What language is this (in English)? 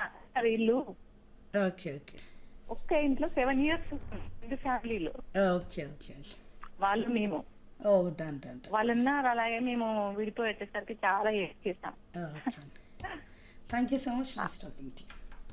Telugu